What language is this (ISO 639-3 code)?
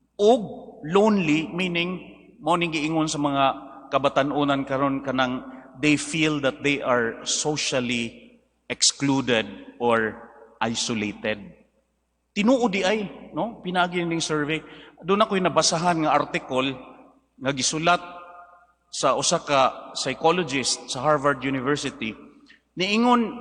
ceb